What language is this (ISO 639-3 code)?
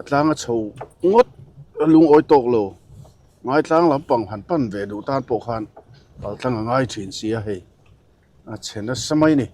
lus